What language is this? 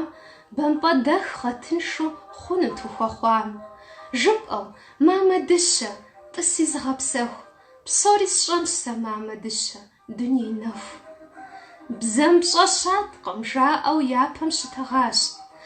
Kabardian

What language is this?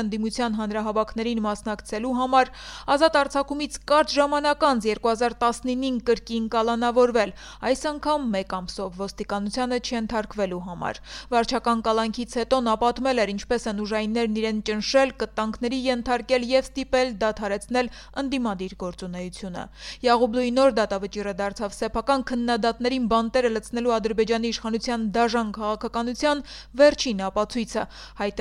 Armenian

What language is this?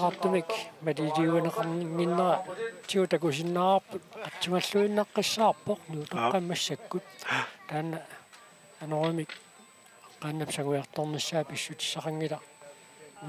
Kalaallisut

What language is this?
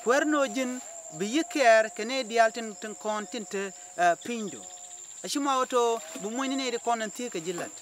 Nuer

